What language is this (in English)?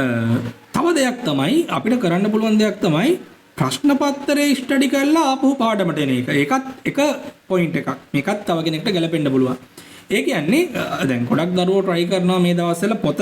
Sinhala